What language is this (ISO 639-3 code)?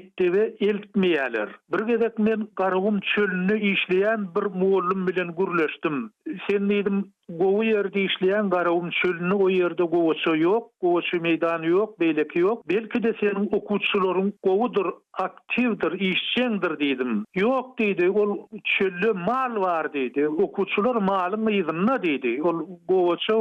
tuk